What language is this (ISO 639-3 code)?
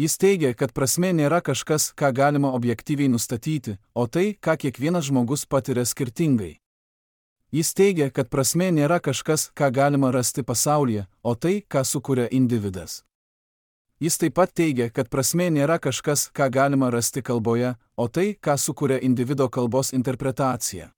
lit